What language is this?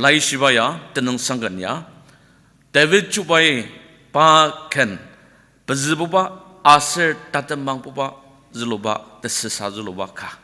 Ao Naga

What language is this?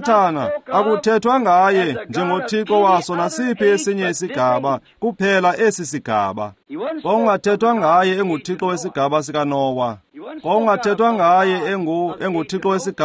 Xhosa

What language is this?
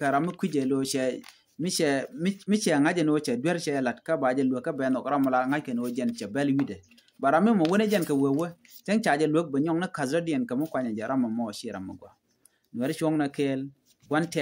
Nuer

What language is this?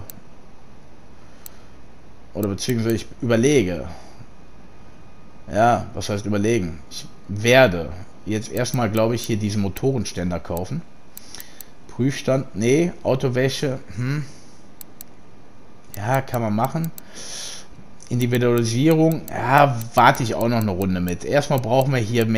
German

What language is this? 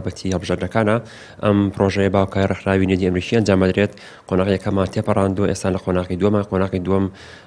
Central Kurdish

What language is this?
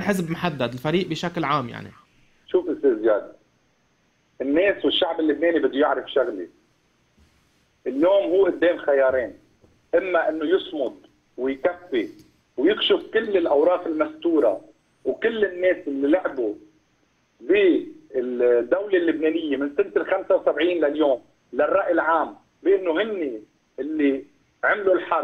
North Levantine Arabic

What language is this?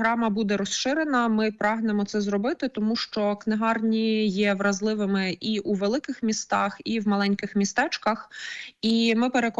Ukrainian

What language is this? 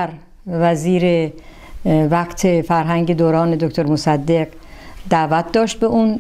Persian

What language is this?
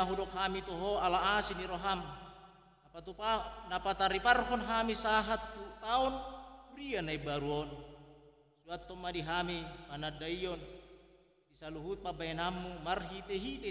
Batak Toba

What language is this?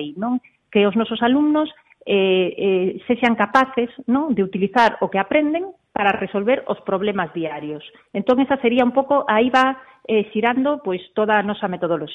Galician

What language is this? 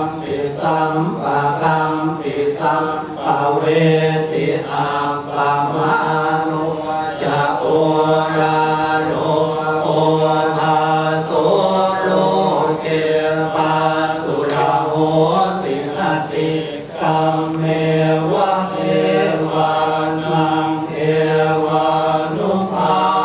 Pali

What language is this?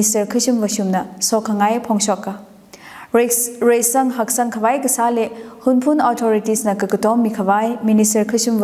Tangkhul Naga (India)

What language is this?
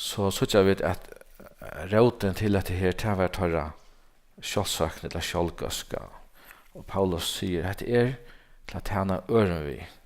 Faroese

